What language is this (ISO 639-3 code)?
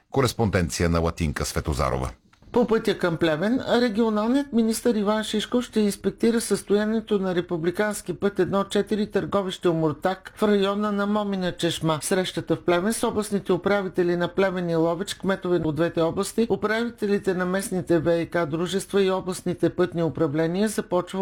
bul